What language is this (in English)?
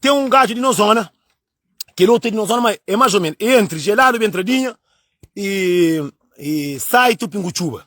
Kabuverdianu